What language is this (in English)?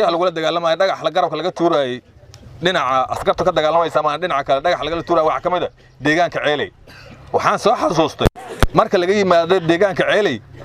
Somali